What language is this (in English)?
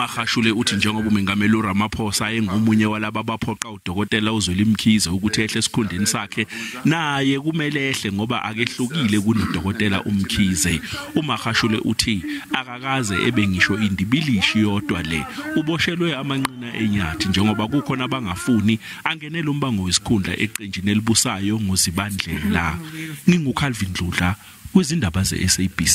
Zulu